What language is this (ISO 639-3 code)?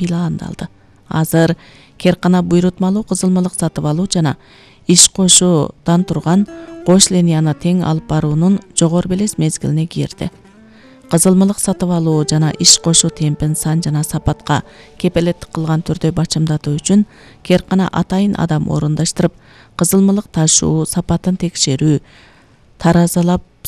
kir